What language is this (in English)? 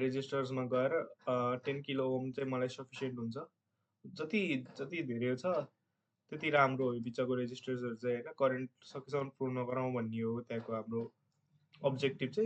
Nepali